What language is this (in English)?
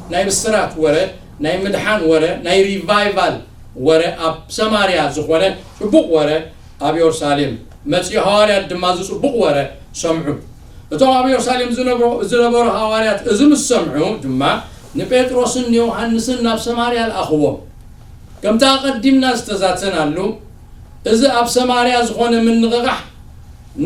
Tigrinya